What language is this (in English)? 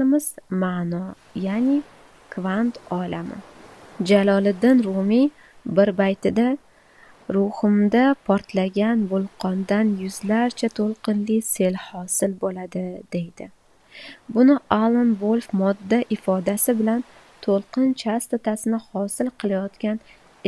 Uzbek